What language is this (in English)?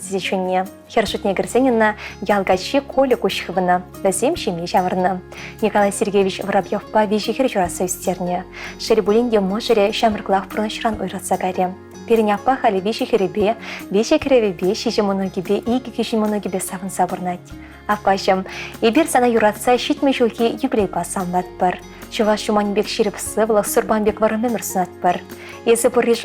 Chuvash